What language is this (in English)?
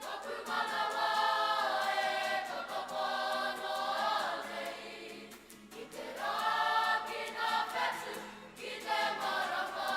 Māori